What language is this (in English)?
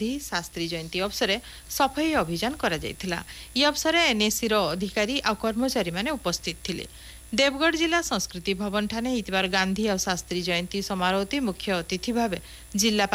Odia